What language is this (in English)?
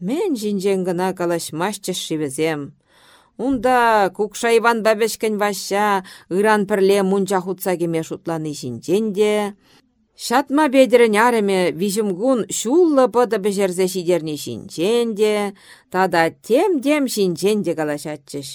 Chuvash